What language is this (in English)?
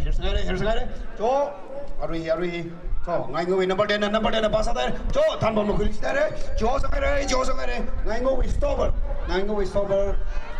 Tangkhul Naga (India)